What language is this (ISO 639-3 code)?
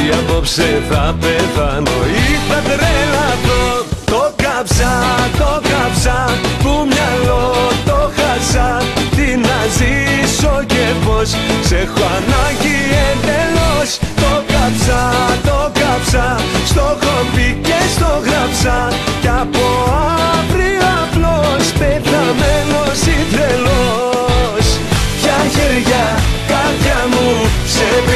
ell